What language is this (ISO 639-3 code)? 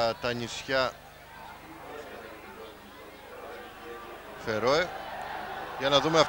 ell